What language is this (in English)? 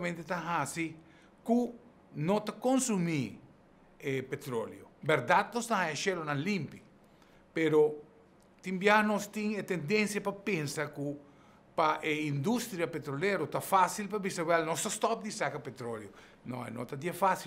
Papiamento